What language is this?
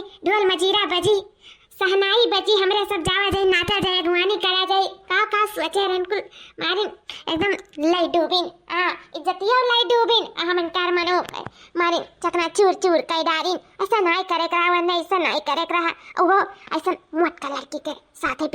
Awadhi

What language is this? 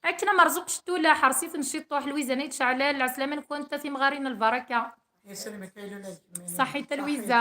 Kabyle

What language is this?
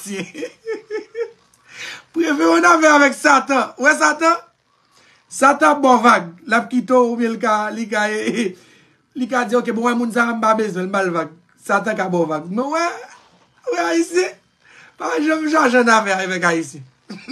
Haitian Creole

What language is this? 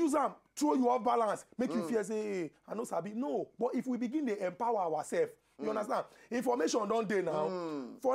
Nigerian Pidgin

